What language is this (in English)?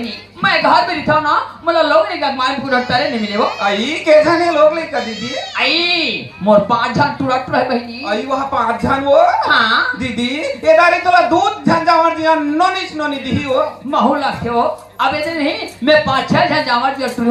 Chhattisgarhi